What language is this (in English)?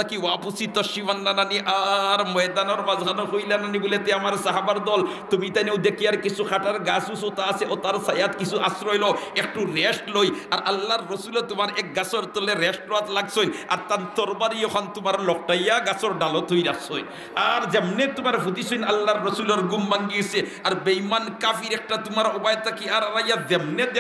Sylheti